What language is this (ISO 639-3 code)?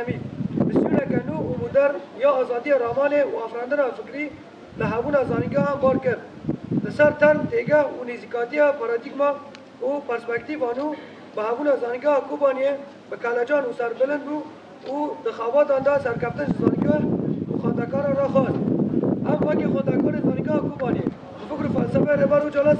kur